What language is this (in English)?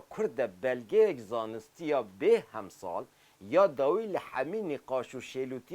Kurdish